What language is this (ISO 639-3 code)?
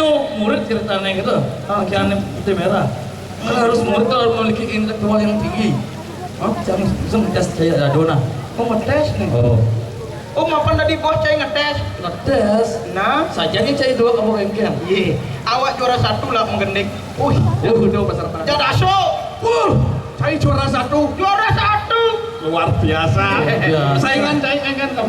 ban